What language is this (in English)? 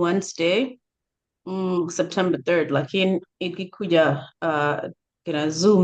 Acoli